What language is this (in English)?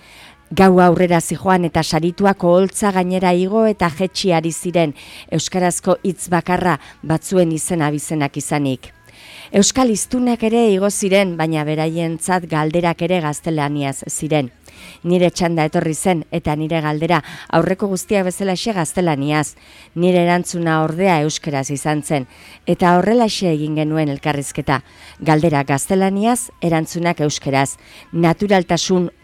Basque